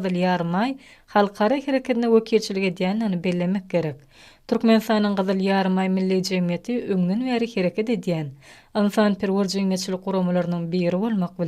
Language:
Turkmen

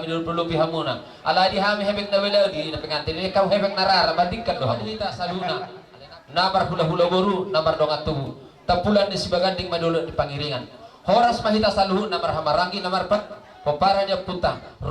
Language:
Batak Toba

